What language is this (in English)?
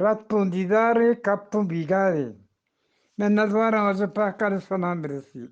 Eastern Balochi